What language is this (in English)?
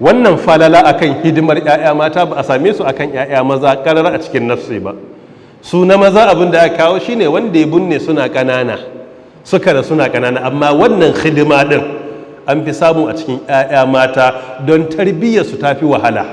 Hausa